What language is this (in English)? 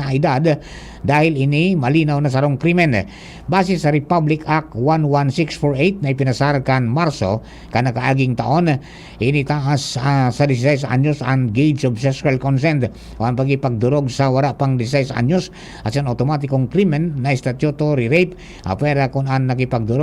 Bikol